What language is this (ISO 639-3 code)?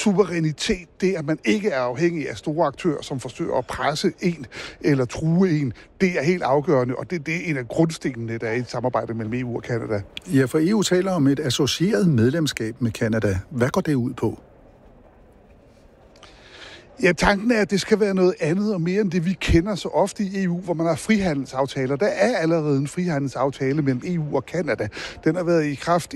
dan